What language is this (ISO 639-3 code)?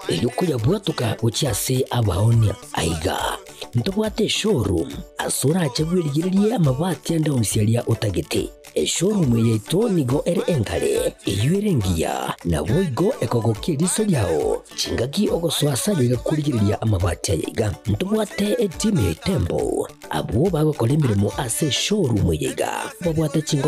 guz